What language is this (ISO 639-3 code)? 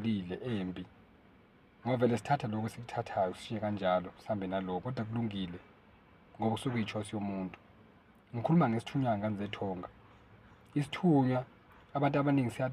zul